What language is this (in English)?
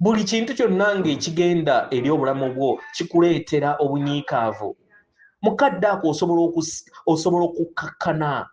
Ganda